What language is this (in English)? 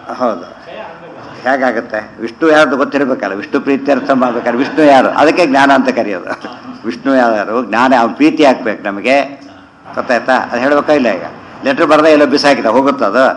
Kannada